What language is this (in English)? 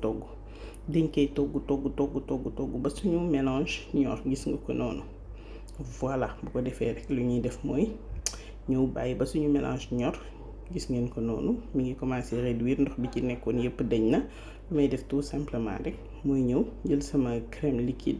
Wolof